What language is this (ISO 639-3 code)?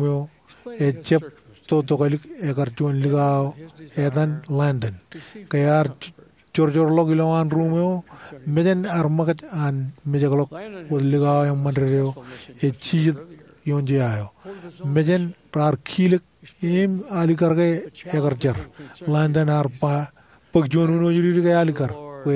mah